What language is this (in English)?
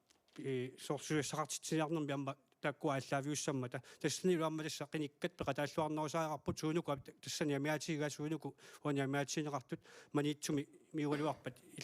Kalaallisut